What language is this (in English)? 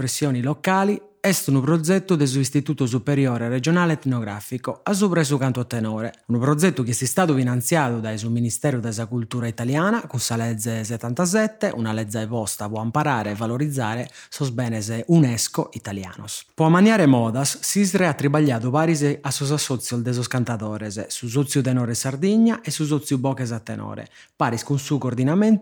Sardinian